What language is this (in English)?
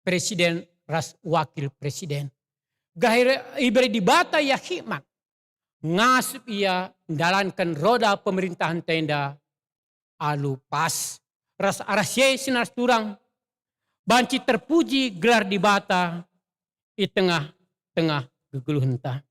Batak Karo